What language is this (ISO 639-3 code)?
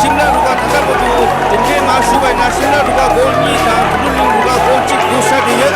bod